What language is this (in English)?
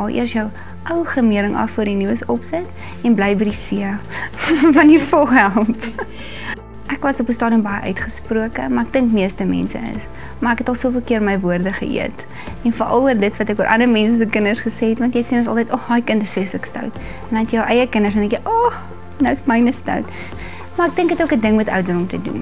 Afrikaans